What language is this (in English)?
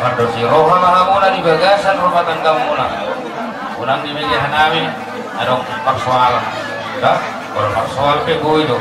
Batak Toba